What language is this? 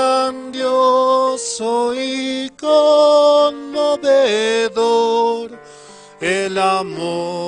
Aymara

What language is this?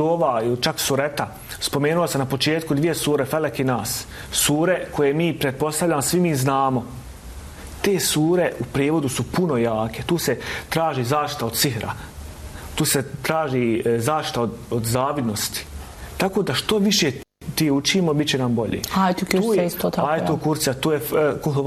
Bosnian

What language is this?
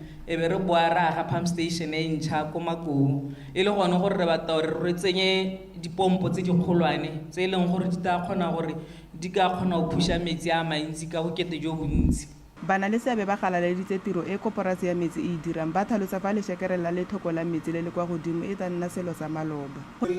Tswana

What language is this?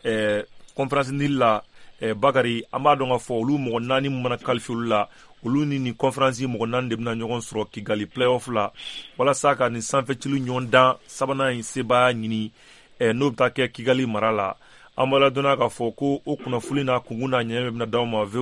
Bambara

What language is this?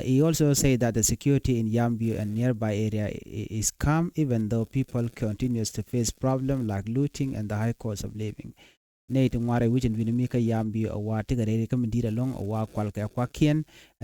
Nuer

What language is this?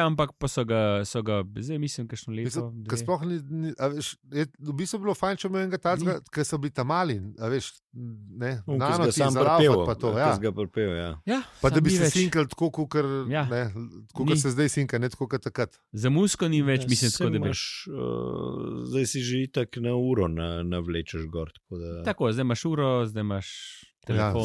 Slovenian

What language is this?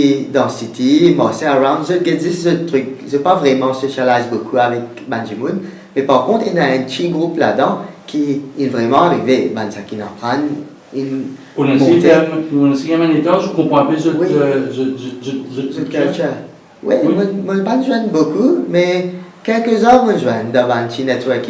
Morisyen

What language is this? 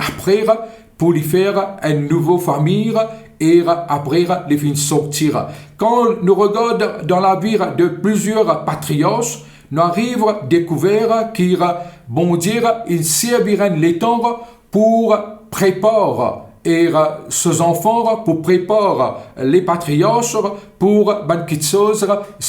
Morisyen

